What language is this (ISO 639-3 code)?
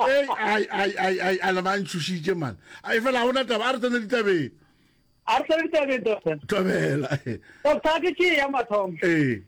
nso